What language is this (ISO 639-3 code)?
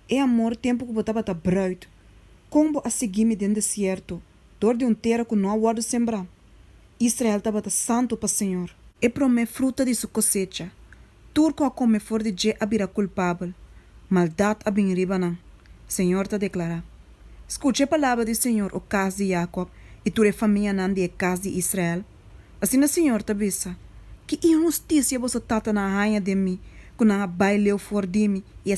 pap